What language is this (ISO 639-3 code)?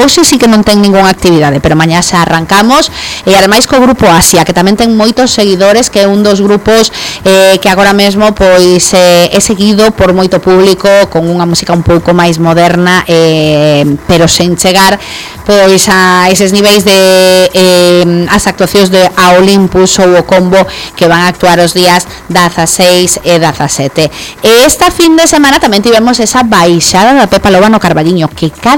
glg